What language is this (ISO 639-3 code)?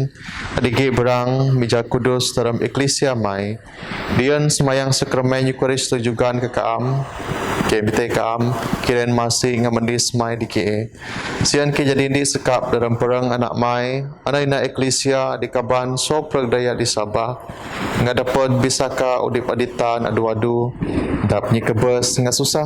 bth